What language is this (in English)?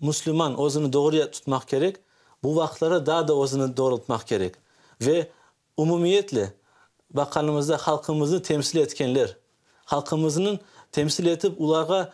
Crimean Tatar